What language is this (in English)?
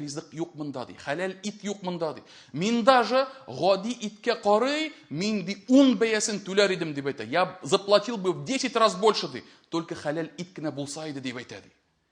Tatar